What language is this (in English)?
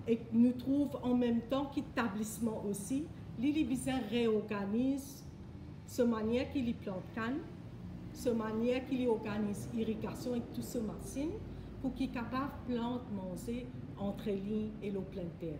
Morisyen